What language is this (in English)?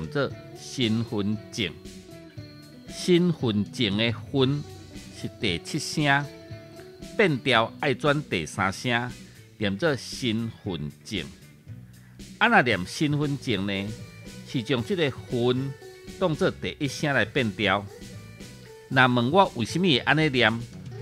Min Nan Chinese